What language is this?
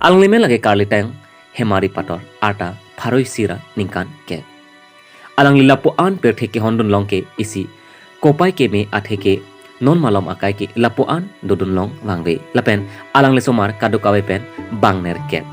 Karbi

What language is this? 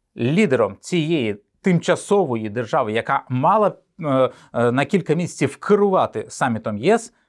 Ukrainian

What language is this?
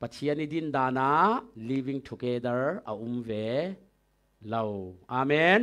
Falam Chin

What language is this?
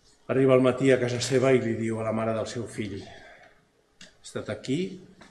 Catalan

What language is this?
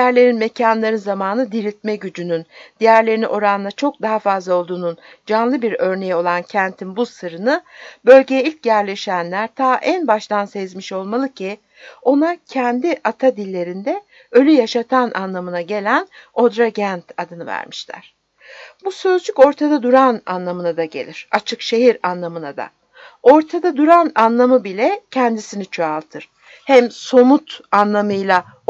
Turkish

